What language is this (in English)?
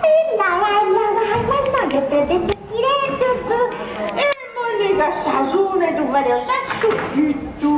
Sardinian